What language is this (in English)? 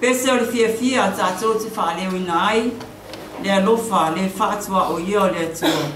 Samoan